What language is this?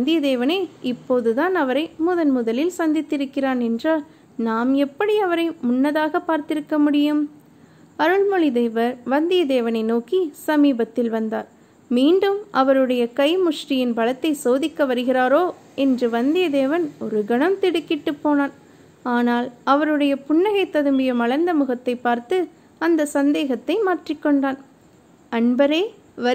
Tamil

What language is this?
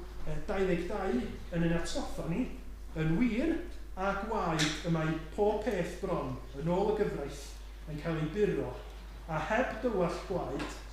Welsh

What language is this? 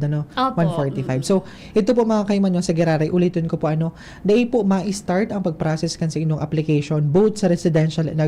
Bikol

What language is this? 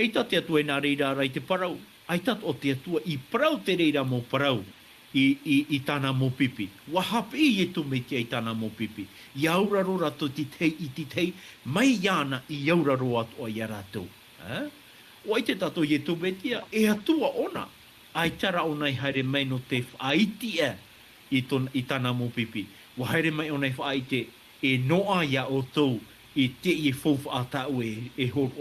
Tahitian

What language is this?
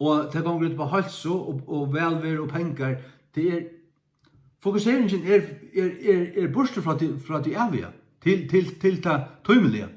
Faroese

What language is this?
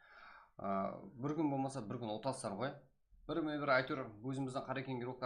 Kara-Kalpak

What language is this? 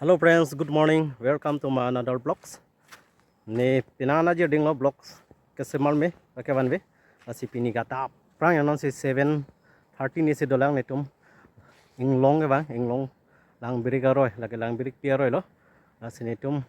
Karbi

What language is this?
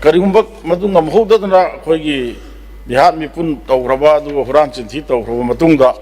Manipuri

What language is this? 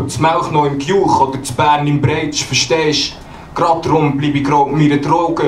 Swiss German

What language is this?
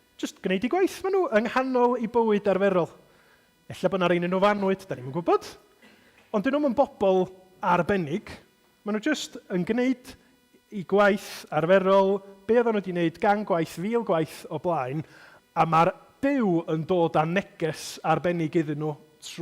Welsh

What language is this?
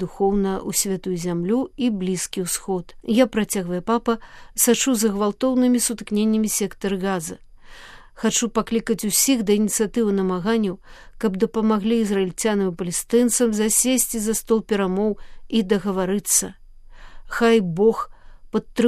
Belarusian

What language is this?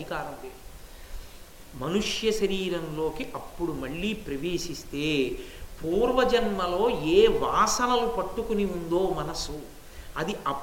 Telugu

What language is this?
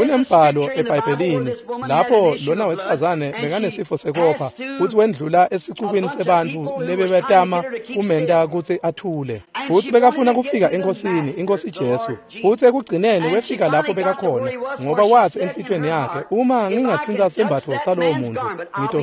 Swati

